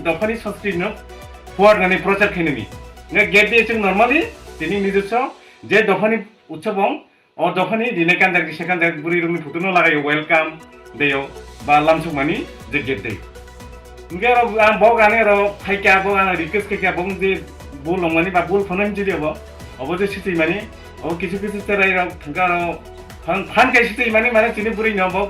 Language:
Riang (India)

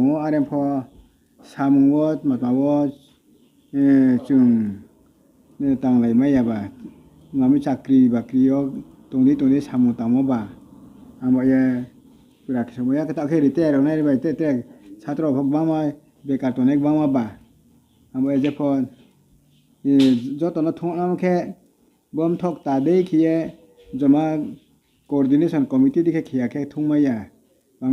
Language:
Riang (India)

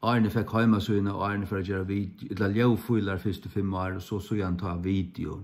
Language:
Faroese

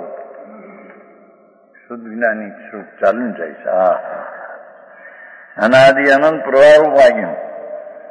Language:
Gujarati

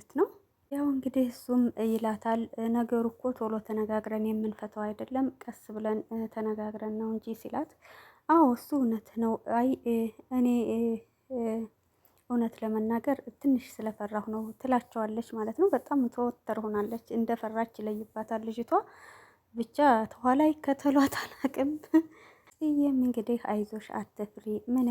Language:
Amharic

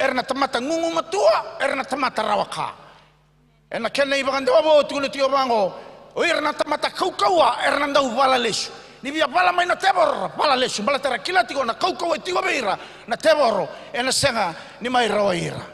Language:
Fijian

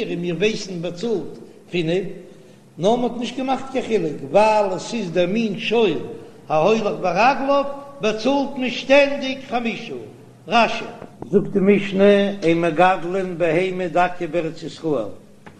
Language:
Yiddish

